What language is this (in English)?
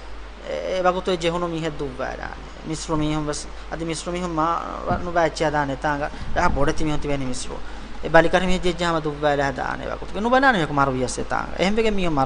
Divehi